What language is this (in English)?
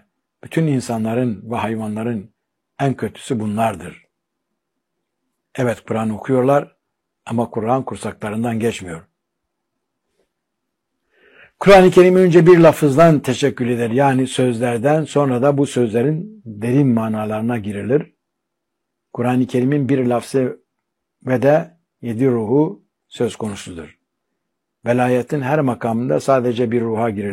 Turkish